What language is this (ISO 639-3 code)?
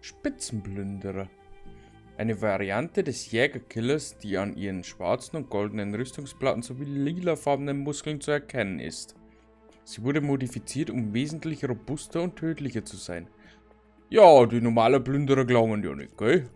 bar